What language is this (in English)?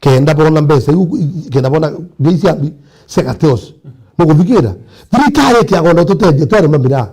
Meru